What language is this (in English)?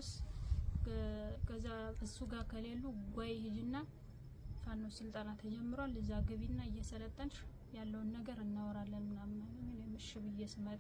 Amharic